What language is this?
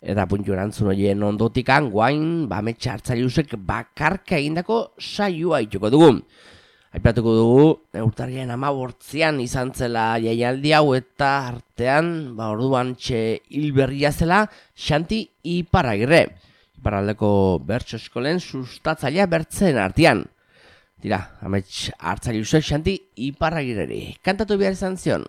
Basque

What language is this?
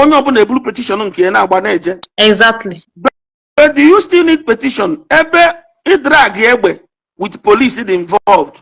Igbo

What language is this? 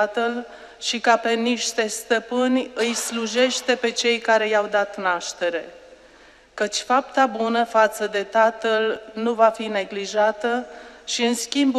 Romanian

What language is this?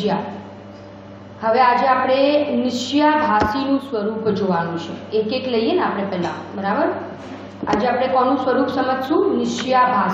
Gujarati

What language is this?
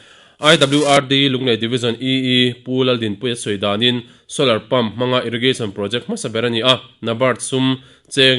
Mizo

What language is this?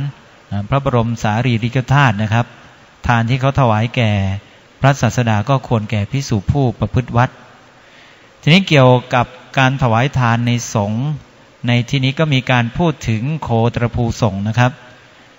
Thai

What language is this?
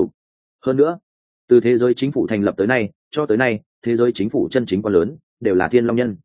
Vietnamese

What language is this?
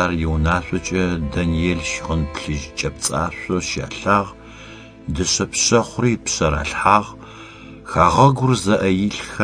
Adyghe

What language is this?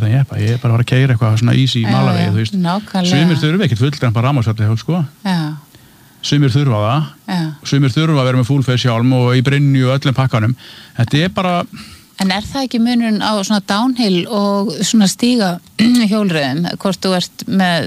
Icelandic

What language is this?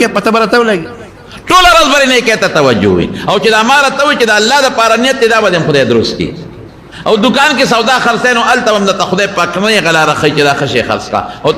Pashto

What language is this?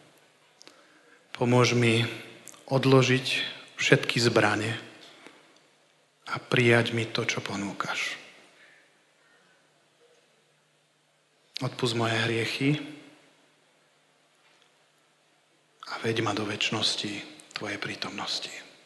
Slovak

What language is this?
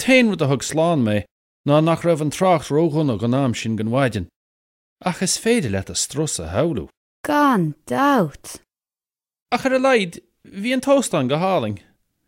Irish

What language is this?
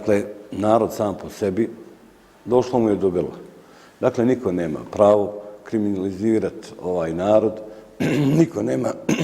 Bosnian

